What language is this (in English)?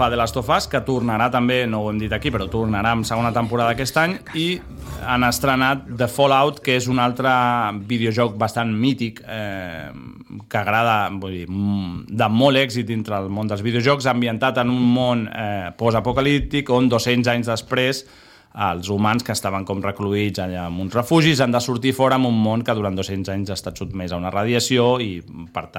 Catalan